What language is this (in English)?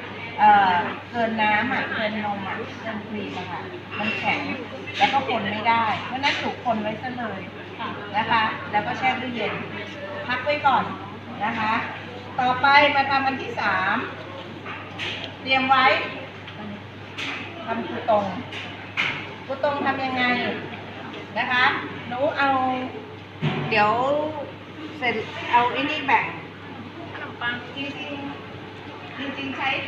Thai